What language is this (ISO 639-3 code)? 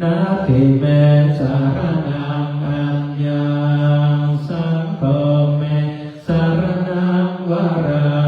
pli